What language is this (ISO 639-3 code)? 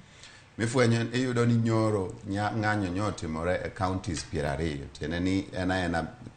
luo